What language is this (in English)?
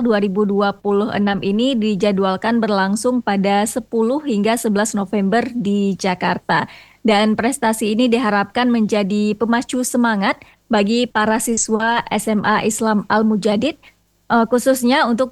Indonesian